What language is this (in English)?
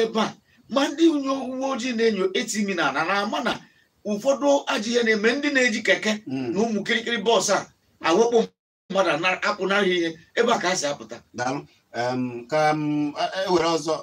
Igbo